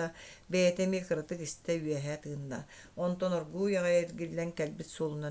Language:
Yakut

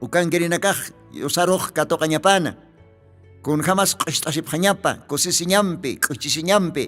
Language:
Aymara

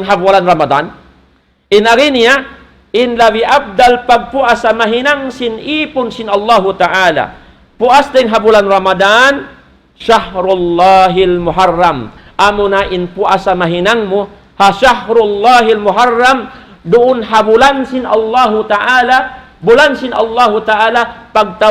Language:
Tausug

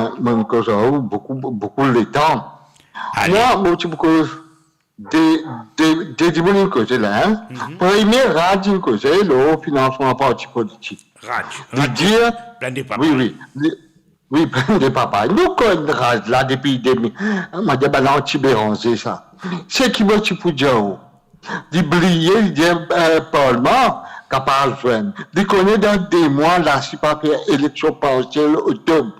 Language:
Morisyen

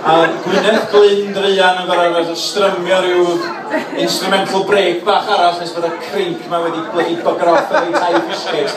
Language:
Welsh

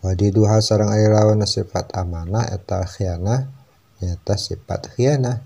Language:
Sundanese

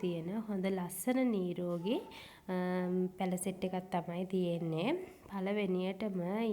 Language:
Sinhala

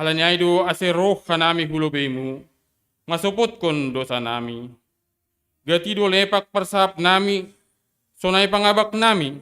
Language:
Batak Simalungun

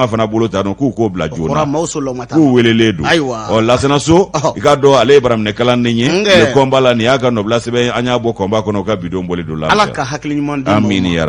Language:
Bambara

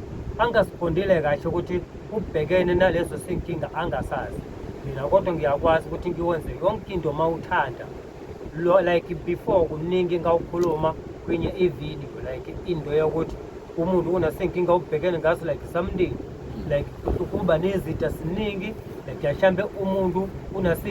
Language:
Zulu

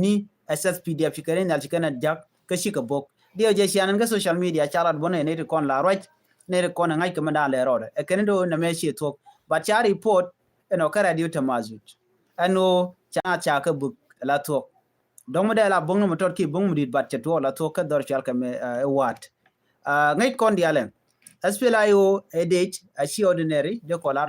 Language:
Nuer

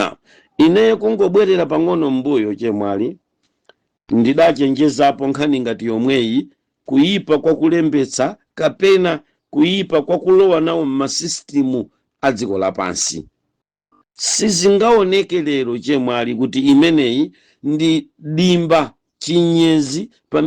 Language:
Nyanja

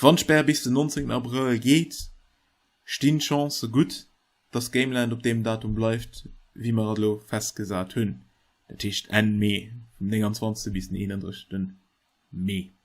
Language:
Luxembourgish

